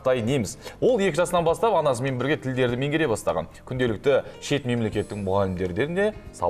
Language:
Kazakh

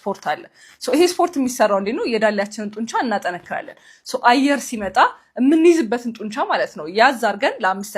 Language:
Amharic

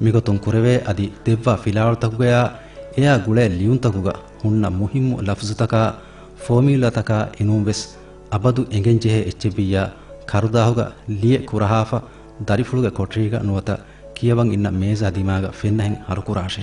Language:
Divehi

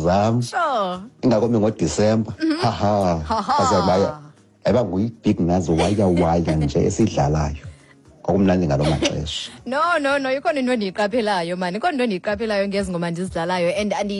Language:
Xhosa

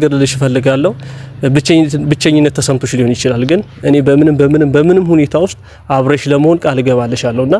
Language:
Amharic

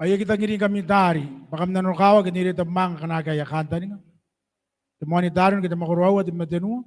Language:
Gilbertese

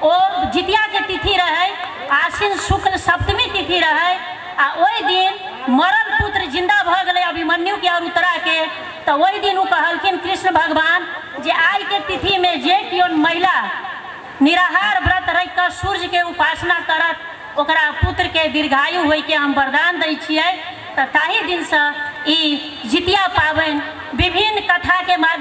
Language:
Maithili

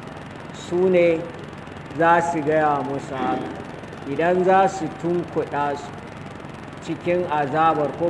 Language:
Hausa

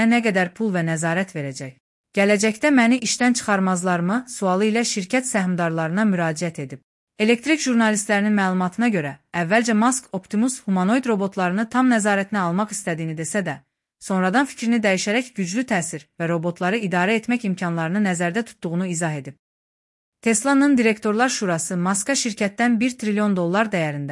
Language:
Azerbaijani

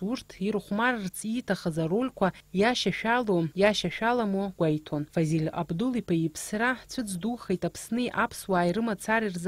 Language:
Abkhazian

